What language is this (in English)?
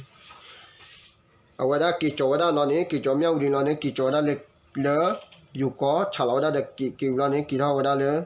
S'gaw Karen